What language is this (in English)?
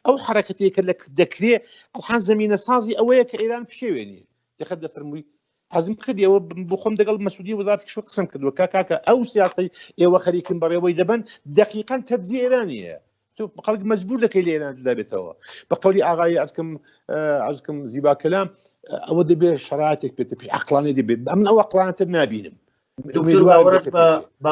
Central Kurdish